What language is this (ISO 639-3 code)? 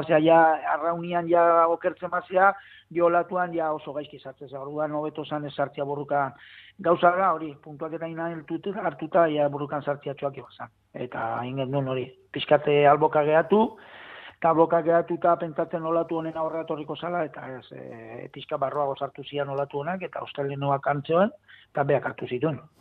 eus